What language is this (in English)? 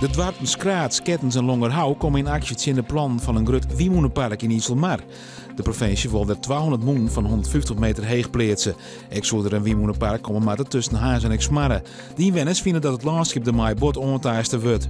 Western Frisian